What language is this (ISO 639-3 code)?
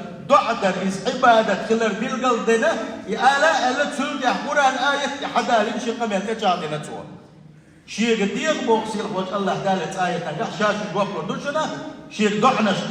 che